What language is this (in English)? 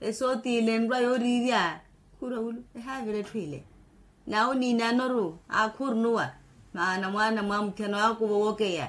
Makhuwa